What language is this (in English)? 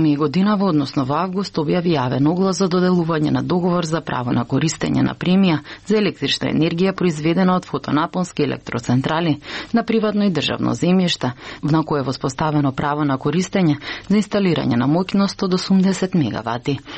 Macedonian